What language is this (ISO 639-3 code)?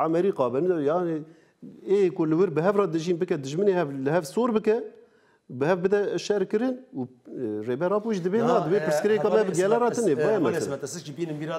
kur